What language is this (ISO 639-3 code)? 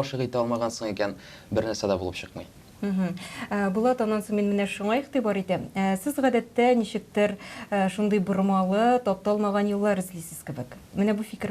tat